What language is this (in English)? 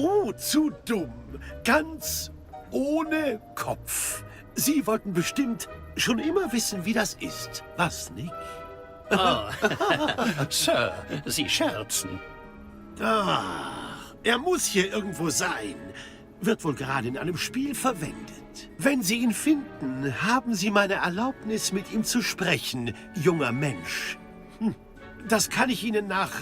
Bavarian